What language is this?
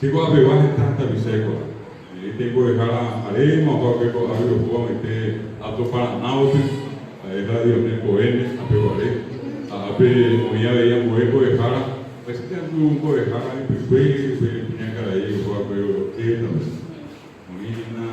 Guarani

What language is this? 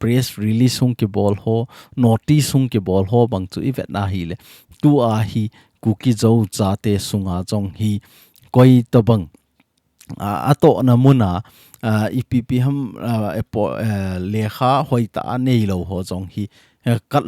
Thado Chin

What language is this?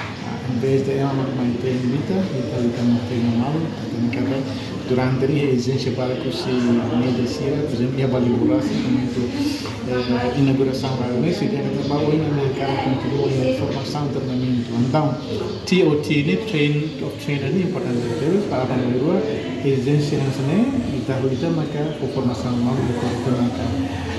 Tetum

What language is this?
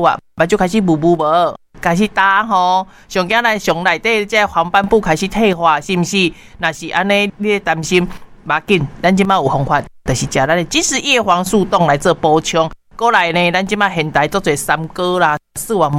Min Nan Chinese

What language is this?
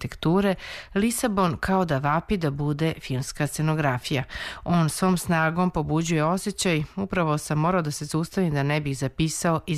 Serbian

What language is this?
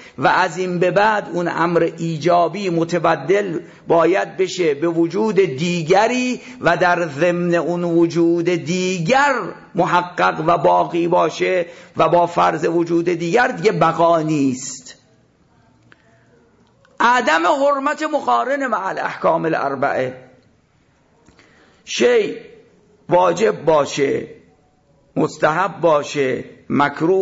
Persian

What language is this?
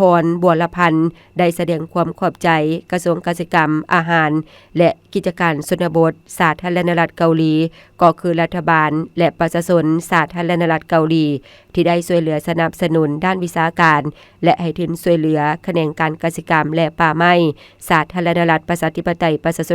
Lao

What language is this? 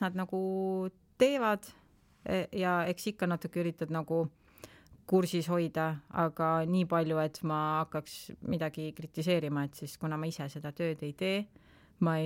Estonian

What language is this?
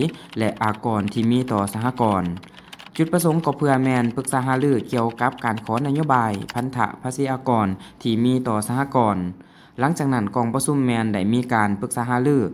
Lao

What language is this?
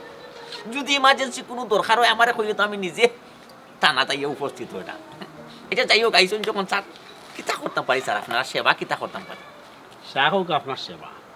Sylheti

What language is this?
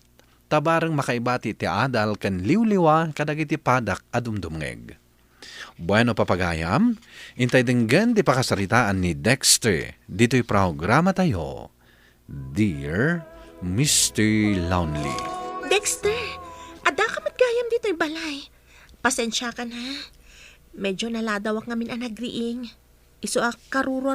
Iloko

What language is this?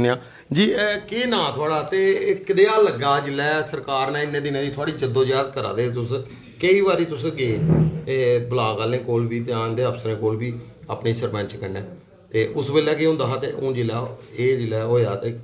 Dogri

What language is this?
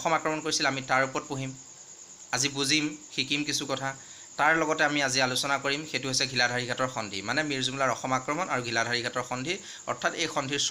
Assamese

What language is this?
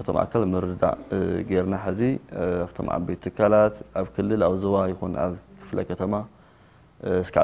Tigrinya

